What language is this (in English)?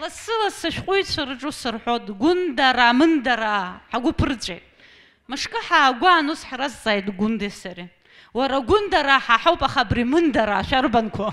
Abkhazian